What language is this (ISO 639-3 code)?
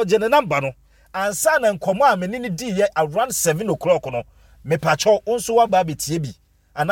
aka